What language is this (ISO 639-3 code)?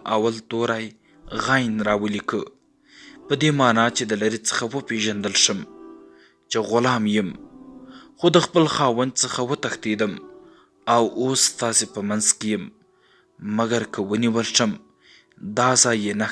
pus